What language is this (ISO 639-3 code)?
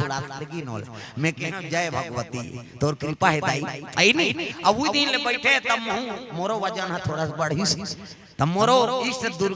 hne